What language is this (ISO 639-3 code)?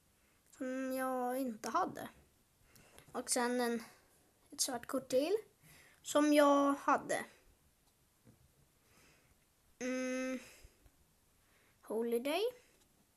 swe